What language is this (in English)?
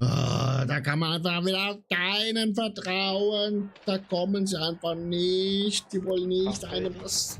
Swiss German